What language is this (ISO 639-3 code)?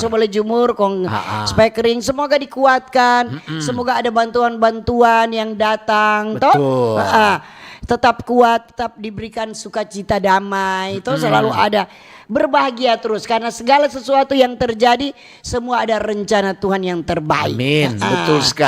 xmm